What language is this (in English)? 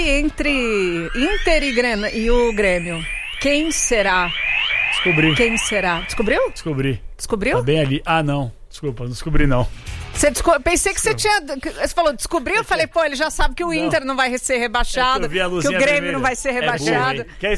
Portuguese